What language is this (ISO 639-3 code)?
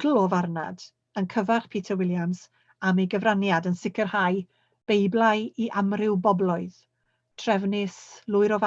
cym